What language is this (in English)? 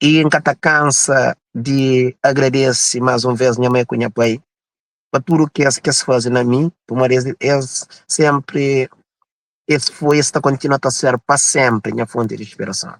Kabuverdianu